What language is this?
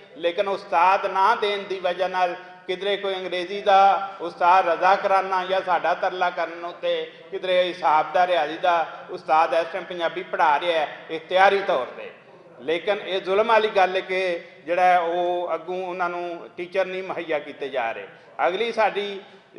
Western Panjabi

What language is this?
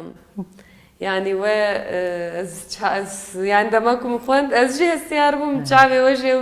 Kurdish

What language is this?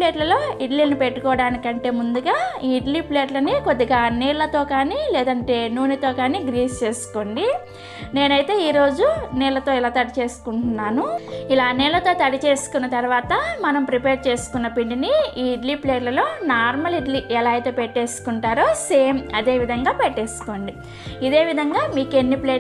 Telugu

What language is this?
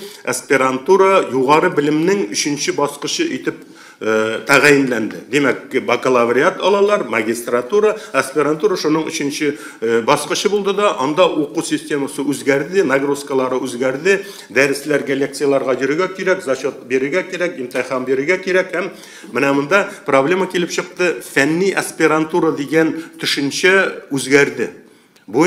Tatar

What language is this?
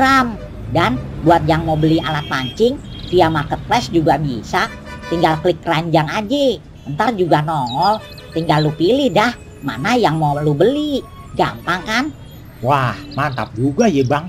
Betawi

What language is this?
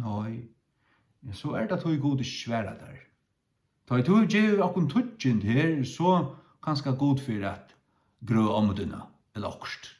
Faroese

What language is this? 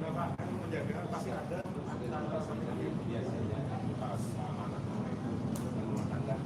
Banjar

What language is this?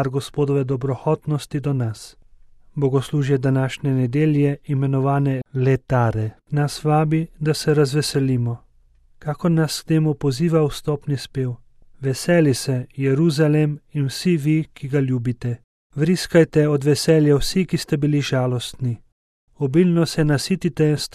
Slovenian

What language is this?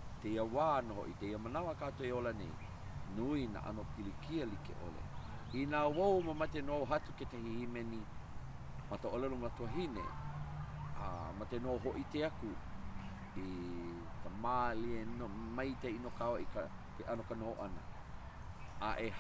Hawaiian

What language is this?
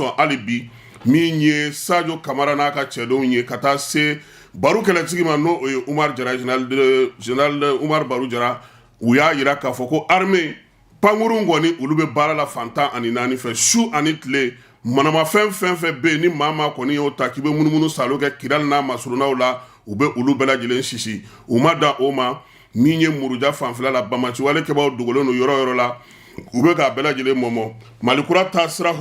Bambara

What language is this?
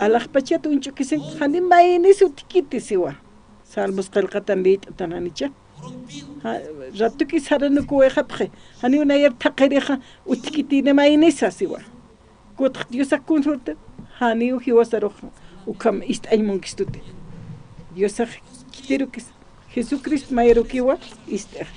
Aymara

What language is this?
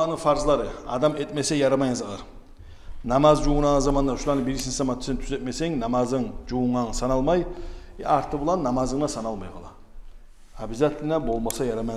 Kumyk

